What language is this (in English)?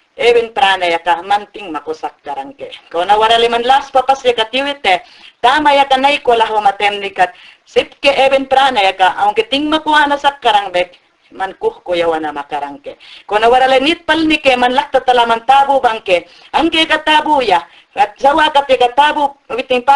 Mayangna